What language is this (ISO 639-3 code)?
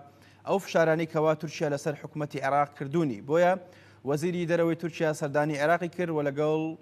ckb